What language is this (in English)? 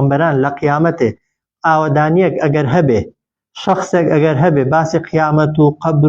Central Kurdish